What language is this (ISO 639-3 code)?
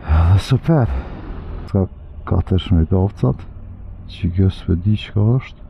sqi